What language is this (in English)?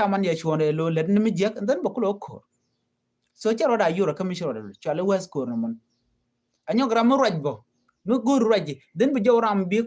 Nuer